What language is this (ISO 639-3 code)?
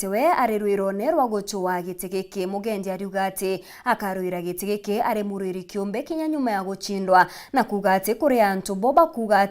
mer